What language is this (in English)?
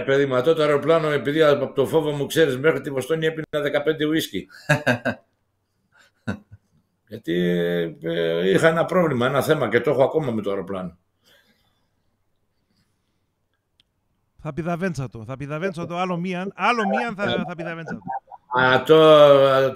Greek